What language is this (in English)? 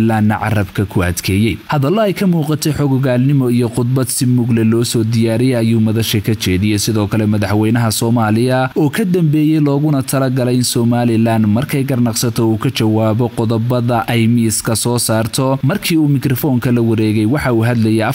Somali